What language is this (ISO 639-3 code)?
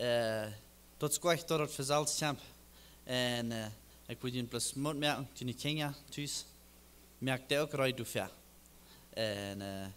pdt